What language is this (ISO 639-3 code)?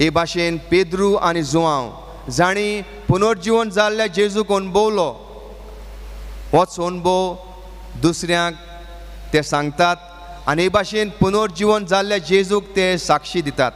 kok